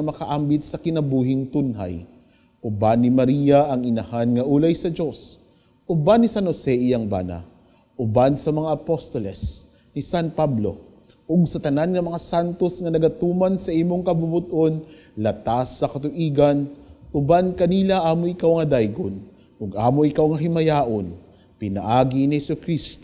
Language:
Cebuano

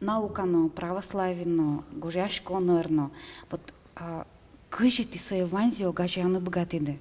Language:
Udmurt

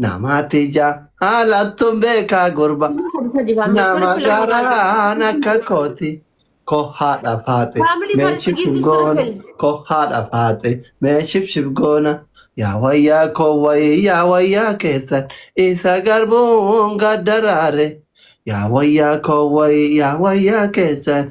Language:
Oromo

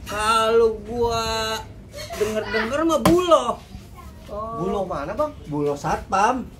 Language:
Betawi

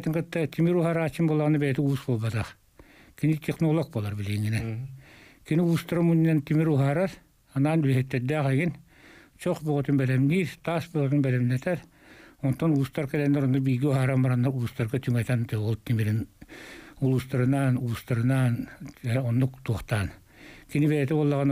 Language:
Yakut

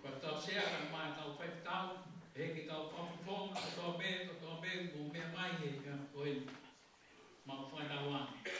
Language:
Tongan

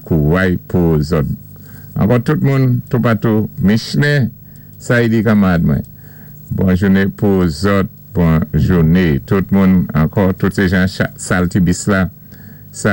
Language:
Saint Lucian Creole French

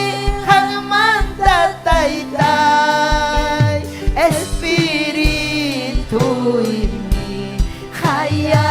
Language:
Ayacucho Quechua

